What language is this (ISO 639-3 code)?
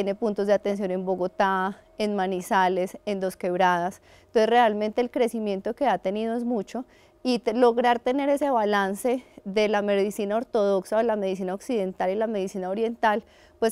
spa